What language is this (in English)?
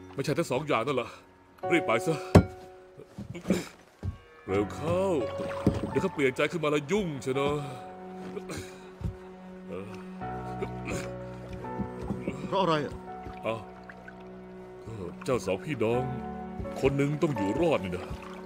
Thai